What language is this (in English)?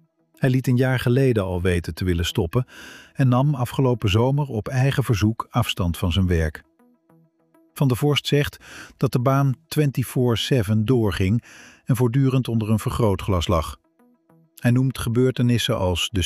Dutch